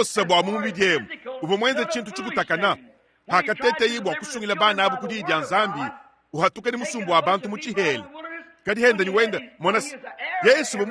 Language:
Luba-Lulua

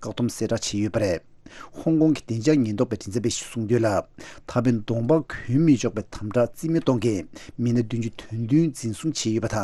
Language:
Tibetan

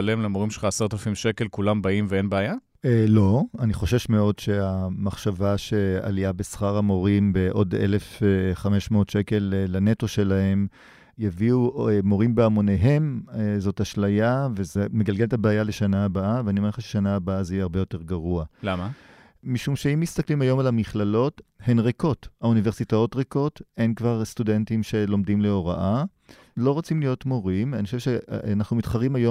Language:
Hebrew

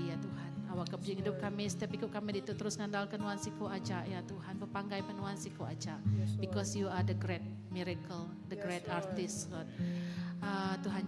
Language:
Iban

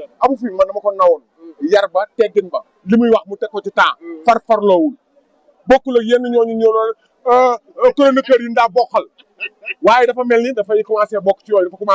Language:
Wolof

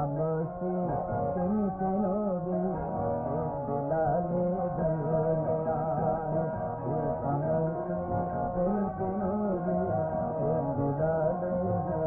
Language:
Bangla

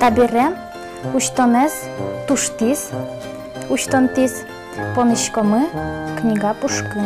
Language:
Udmurt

